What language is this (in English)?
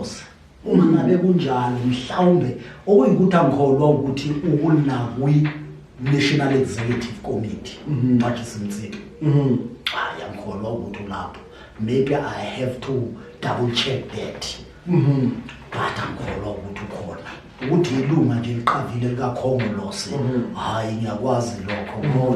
Zulu